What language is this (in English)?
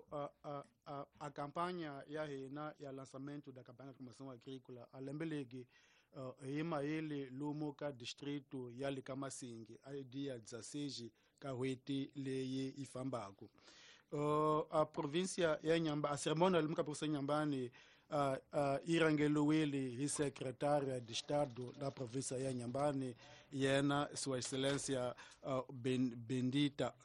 Tsonga